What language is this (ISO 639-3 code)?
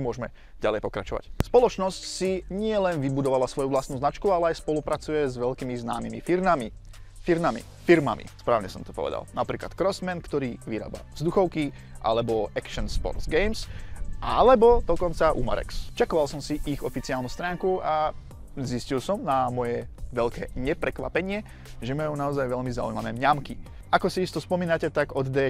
slk